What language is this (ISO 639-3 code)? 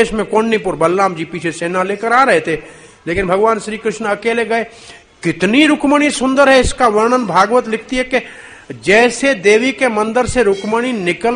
hin